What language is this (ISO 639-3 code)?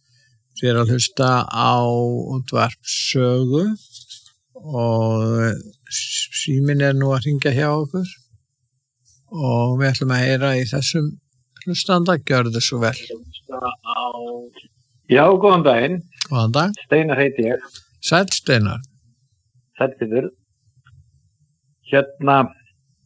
isl